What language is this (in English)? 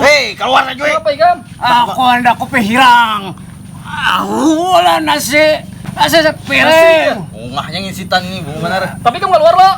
Banjar